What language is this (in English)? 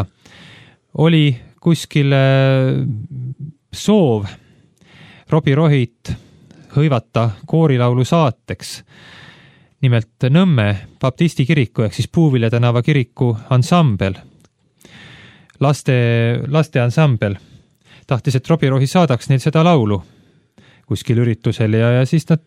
Estonian